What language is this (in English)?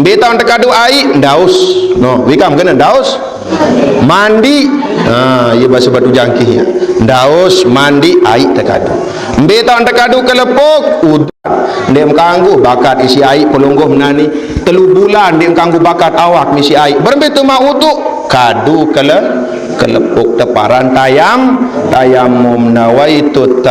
Sasak